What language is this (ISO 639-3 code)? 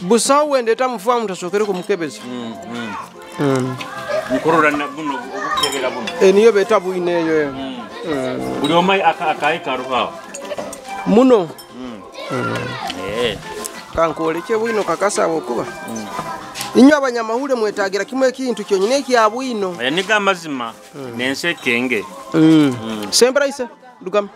nyo